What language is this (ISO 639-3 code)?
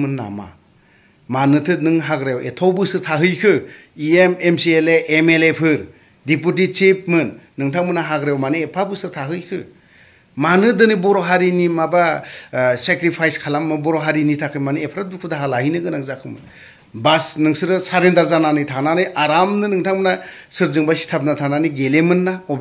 brx